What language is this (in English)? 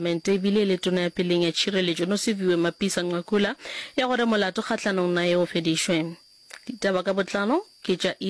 Northern Sotho